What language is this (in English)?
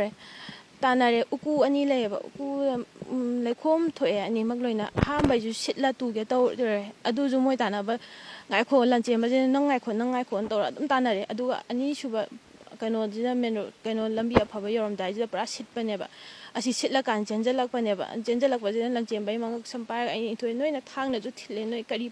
Manipuri